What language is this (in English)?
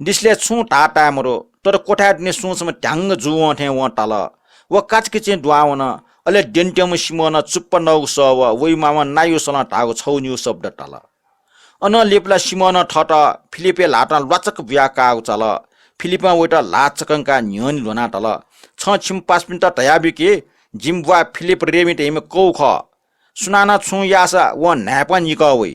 Newari